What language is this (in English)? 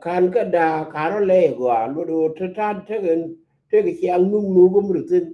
Nuer